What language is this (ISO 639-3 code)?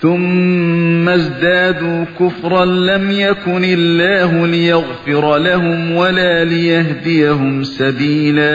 uig